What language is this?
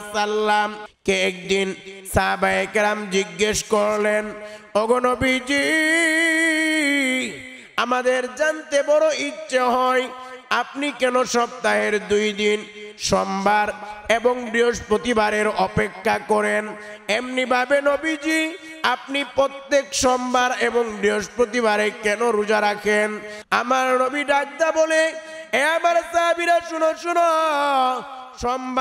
Bangla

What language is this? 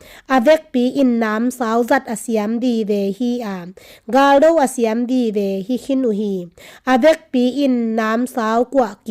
Tedim Chin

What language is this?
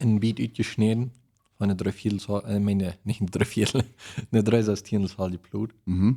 Plautdietsch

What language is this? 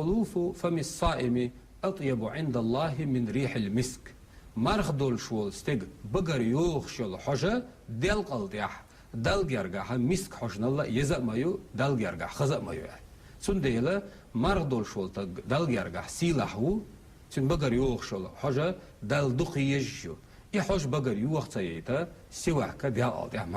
Chechen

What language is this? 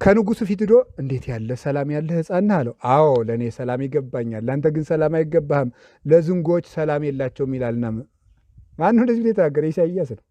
Amharic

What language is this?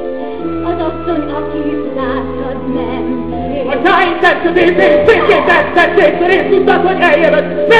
Hungarian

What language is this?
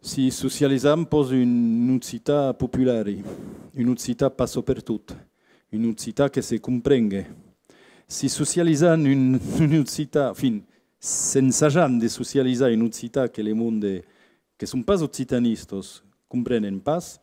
Occitan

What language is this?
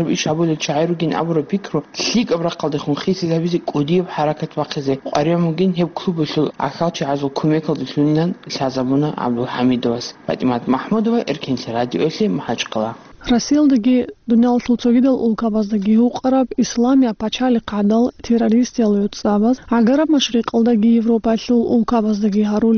Avaric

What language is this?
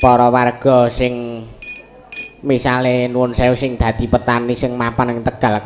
Javanese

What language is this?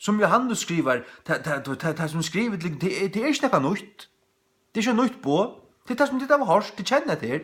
Faroese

